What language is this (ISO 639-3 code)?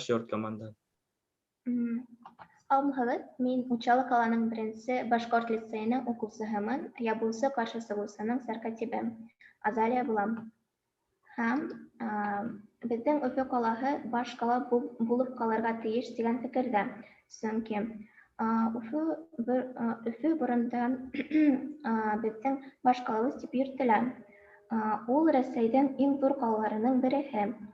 bak